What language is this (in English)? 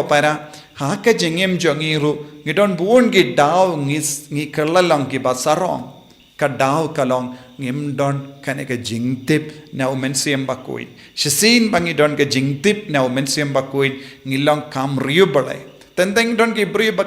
Khasi